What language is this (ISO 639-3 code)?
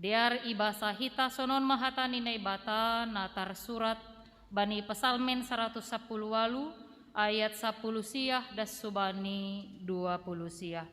bts